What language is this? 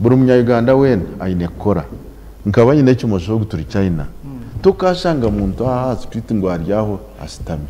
Nyankole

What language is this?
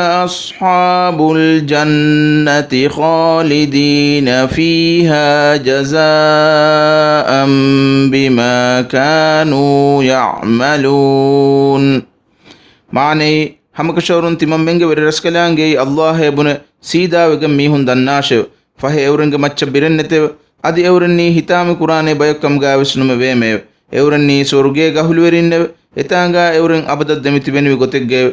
Divehi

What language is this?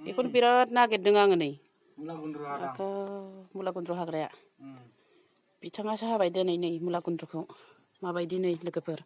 Bodo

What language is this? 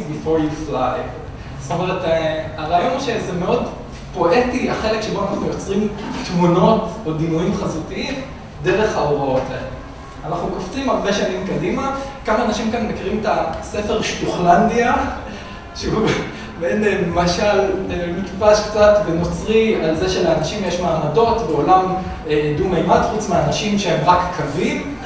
Hebrew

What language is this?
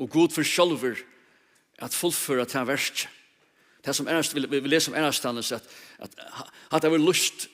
Faroese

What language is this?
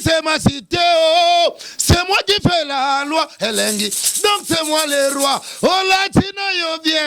Lingala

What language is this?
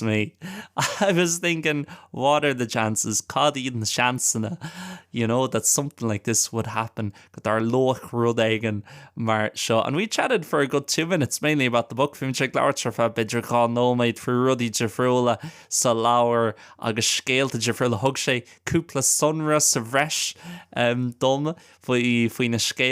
Irish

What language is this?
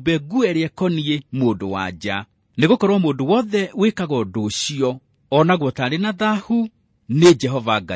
Kikuyu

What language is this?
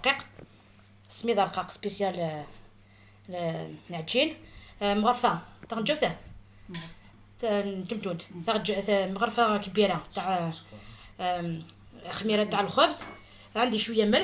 Algerian Arabic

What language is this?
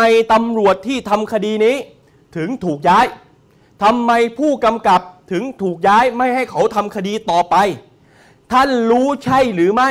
Thai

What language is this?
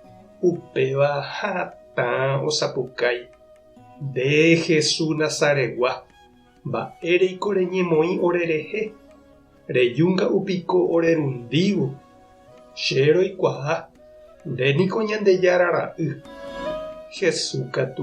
Guarani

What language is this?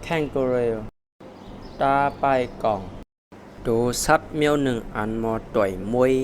Shan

